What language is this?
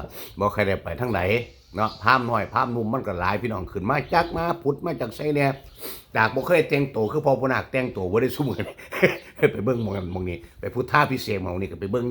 Northeastern Thai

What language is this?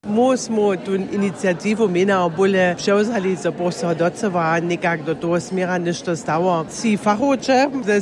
Upper Sorbian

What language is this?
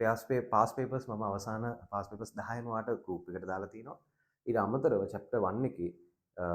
Sinhala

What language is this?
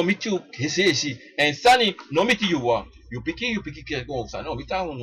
Sranan Tongo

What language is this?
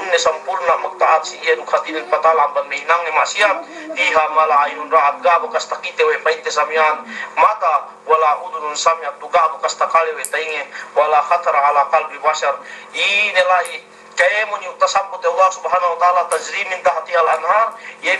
Yakan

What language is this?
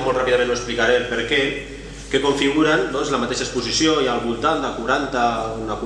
Catalan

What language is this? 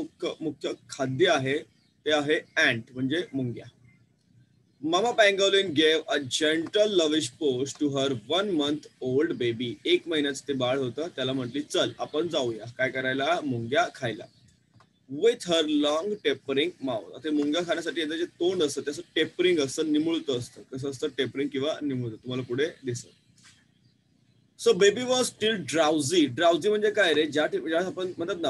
Marathi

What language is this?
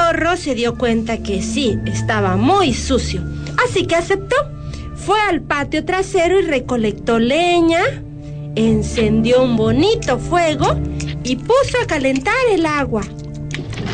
Spanish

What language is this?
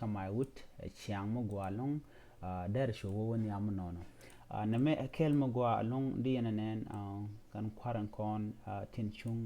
Nuer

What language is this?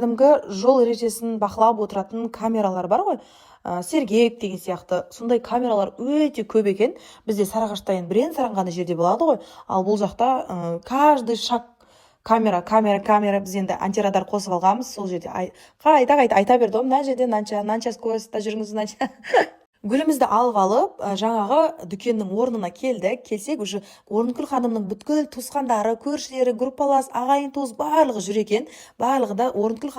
Kazakh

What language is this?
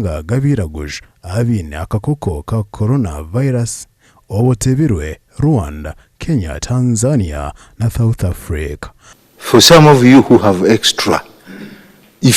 Nyankole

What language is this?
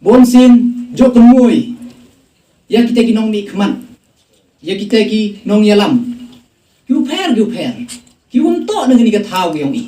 Khasi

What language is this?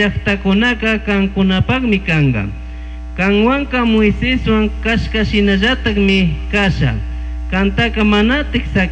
Chimborazo Highland Quichua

